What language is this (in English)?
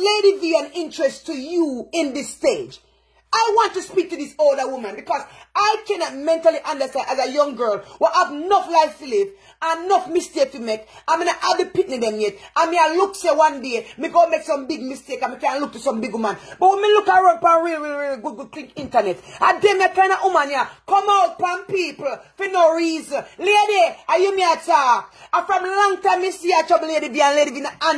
Jamaican Creole English